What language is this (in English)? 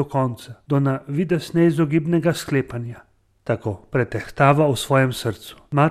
Slovenian